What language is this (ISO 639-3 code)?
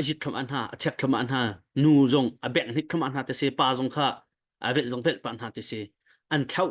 cnh